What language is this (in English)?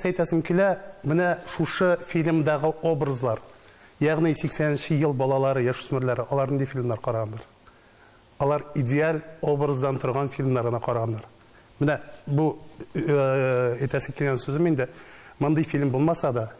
Tatar